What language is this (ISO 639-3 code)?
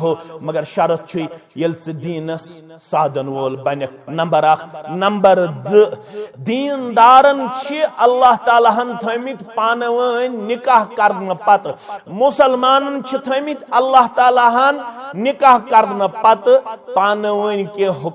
kas